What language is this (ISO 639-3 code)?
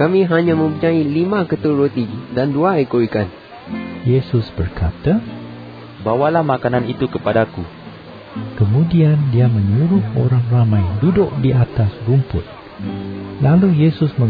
msa